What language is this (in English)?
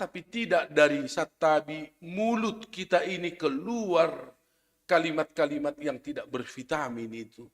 Batak Simalungun